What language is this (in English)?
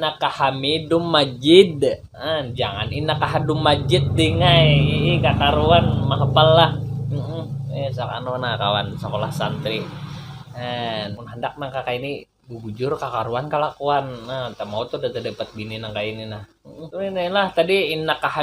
Banjar